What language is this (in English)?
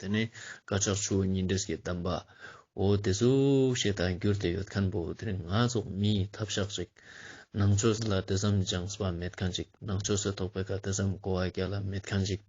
Ladakhi